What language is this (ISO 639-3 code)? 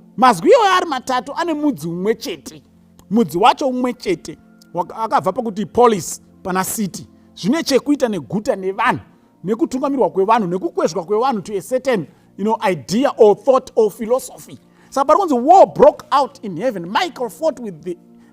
sna